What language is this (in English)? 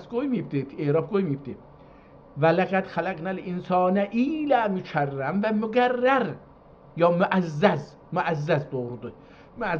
South Azerbaijani